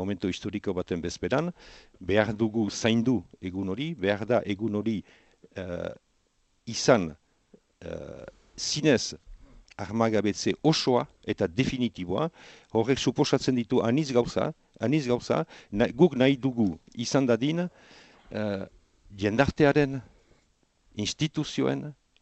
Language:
Basque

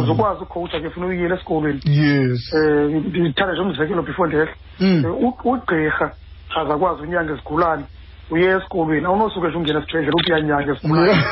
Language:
Xhosa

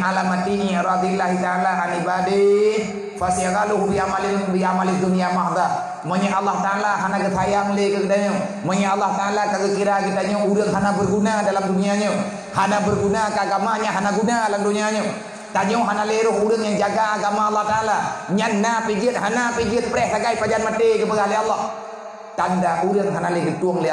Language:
Achinese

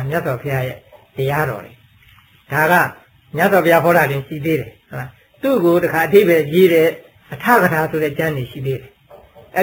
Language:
Burmese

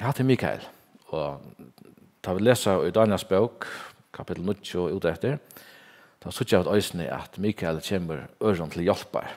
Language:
Faroese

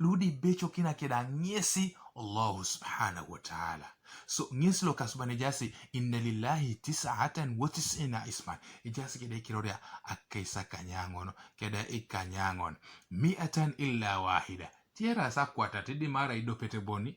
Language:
Teso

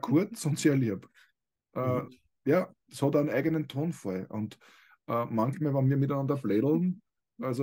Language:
German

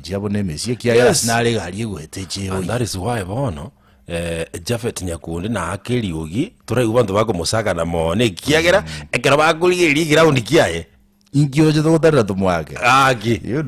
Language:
Gusii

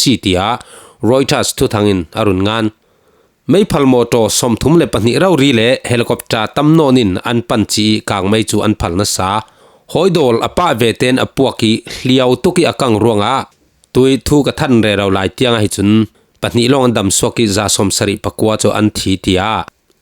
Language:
Falam Chin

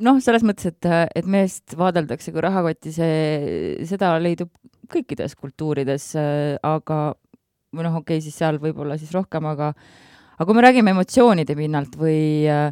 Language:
Estonian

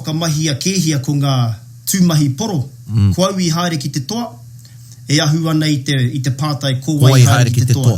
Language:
Māori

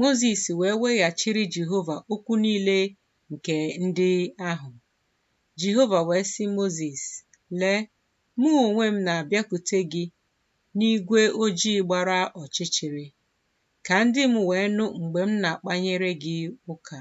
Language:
Igbo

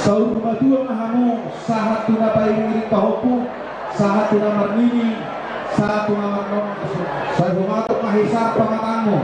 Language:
Batak Toba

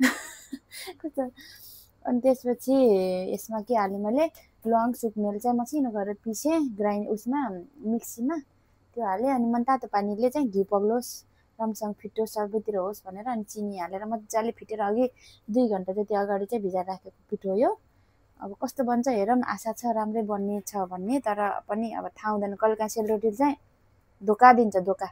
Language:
Nepali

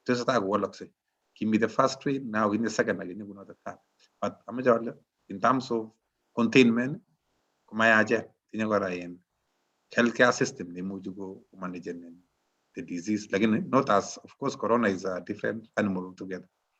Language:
Kalenjin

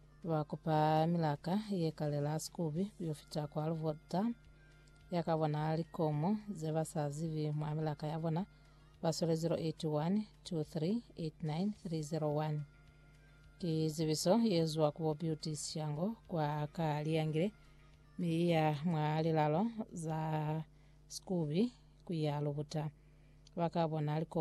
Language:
Lozi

